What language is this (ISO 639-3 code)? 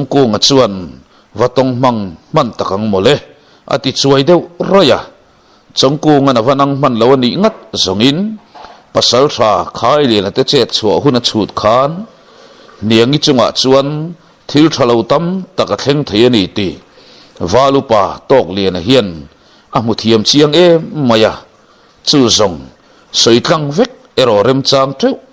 lus